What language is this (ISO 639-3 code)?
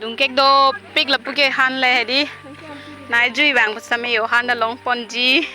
mjw